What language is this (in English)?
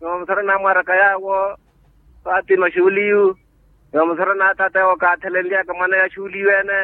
Makhuwa